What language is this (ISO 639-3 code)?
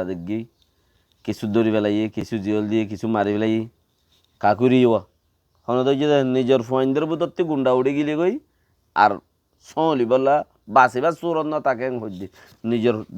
rhg